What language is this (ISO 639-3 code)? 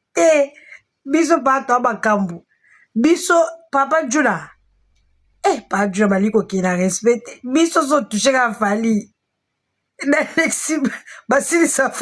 lin